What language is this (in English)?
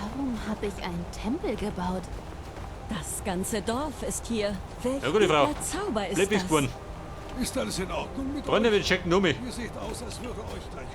Bavarian